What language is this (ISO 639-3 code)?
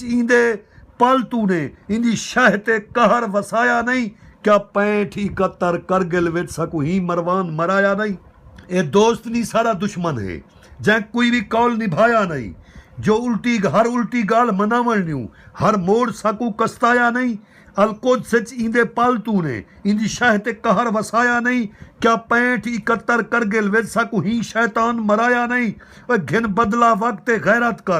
skr